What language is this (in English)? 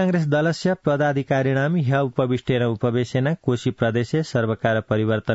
Sanskrit